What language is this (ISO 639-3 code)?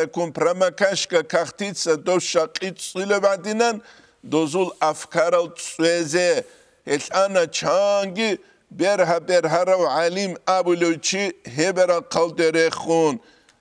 ava